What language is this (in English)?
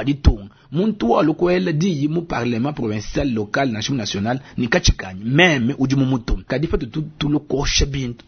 Luba-Lulua